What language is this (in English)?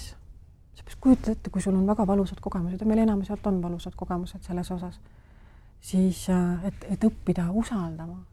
Estonian